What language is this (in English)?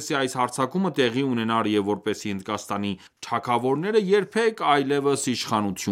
Armenian